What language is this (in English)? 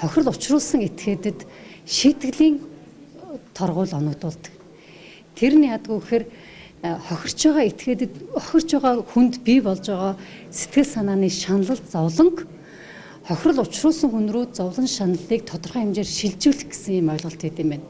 Mongolian